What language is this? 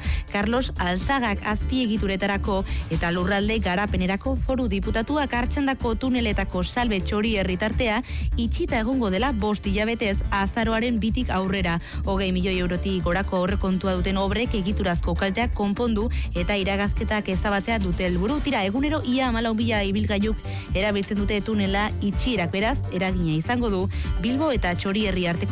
Basque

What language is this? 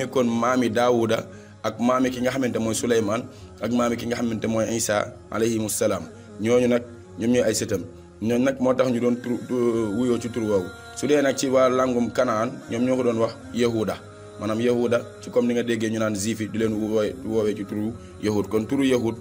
Wolof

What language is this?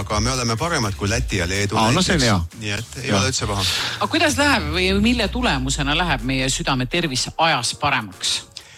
Estonian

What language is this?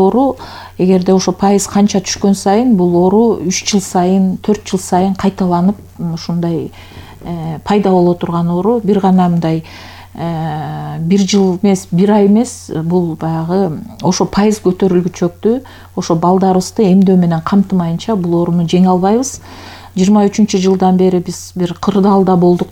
Kyrgyz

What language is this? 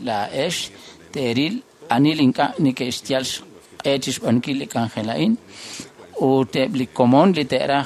Kekchí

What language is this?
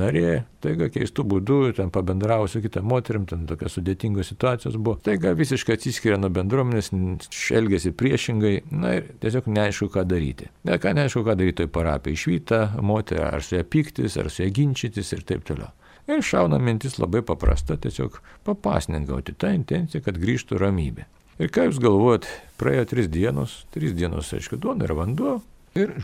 Lithuanian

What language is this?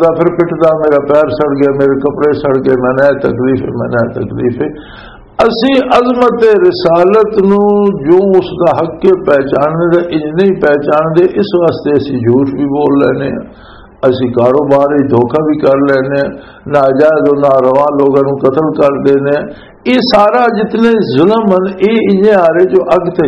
Western Panjabi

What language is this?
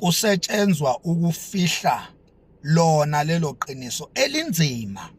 Zulu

